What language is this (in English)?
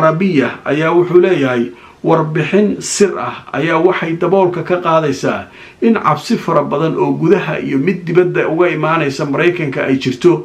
Somali